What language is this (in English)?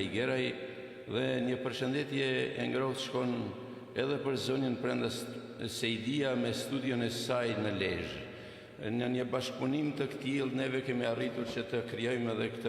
Albanian